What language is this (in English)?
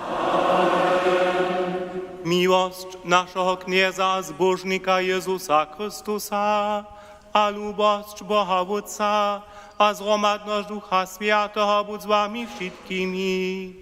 Upper Sorbian